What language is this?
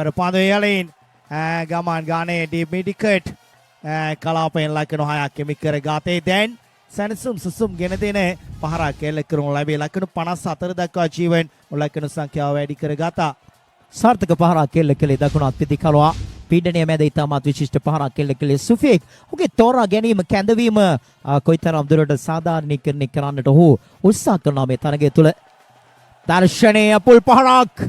Sinhala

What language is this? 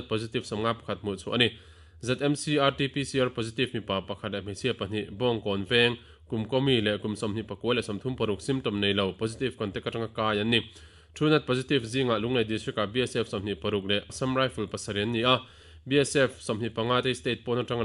Mizo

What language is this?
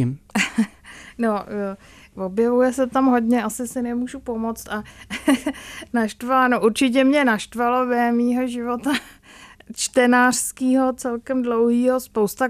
Czech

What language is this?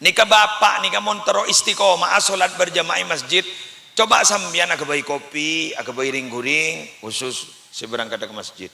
Madurese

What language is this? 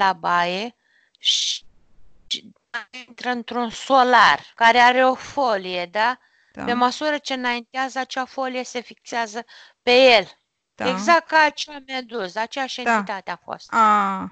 Romanian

